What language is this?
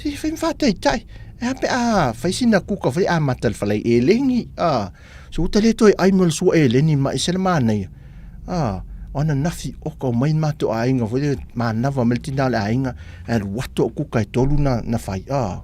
Samoan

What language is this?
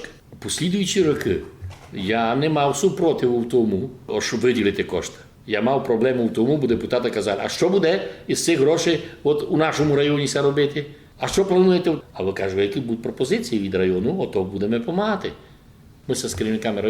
Rusyn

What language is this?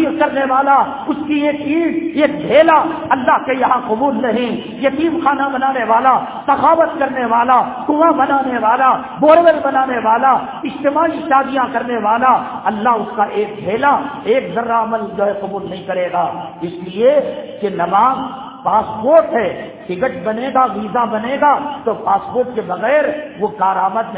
Urdu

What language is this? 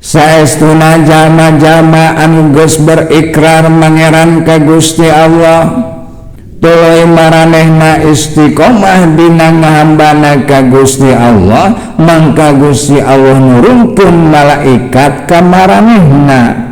Sundanese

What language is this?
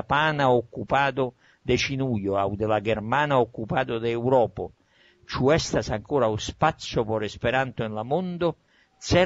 Esperanto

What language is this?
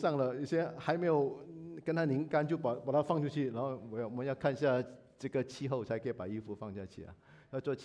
Chinese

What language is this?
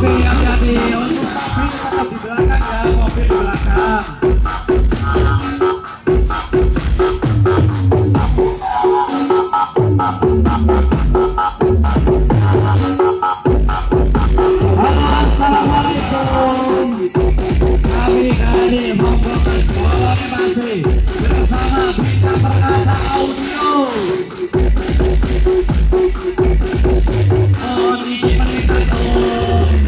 Indonesian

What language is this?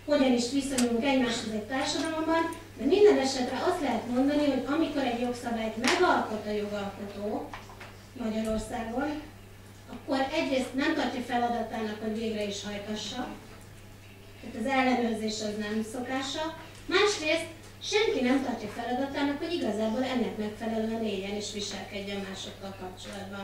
Hungarian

